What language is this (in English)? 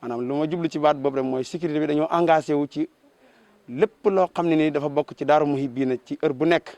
Wolof